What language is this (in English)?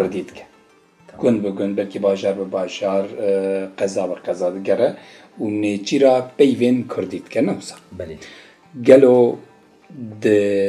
Kurdish